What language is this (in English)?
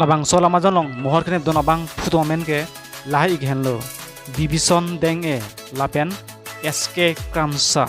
Karbi